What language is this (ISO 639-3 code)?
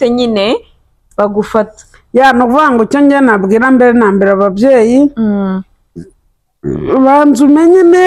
kin